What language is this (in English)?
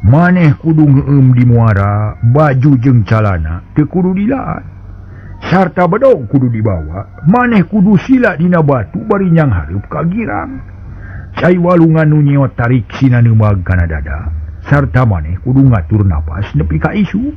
Sundanese